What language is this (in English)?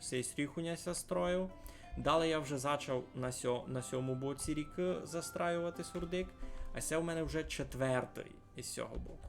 Rusyn